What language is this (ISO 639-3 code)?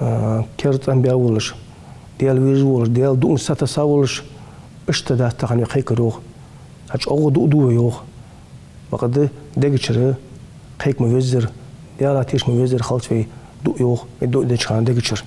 inh